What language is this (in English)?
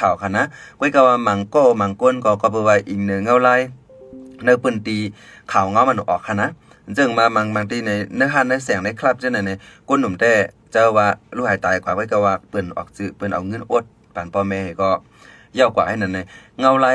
Shan